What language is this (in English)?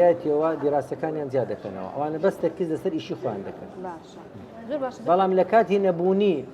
Central Kurdish